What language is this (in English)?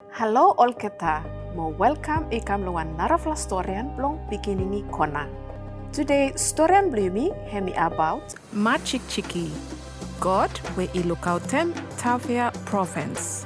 Bislama